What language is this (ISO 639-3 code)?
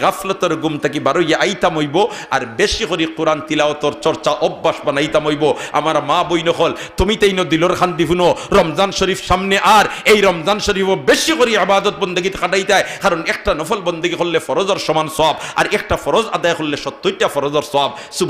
syl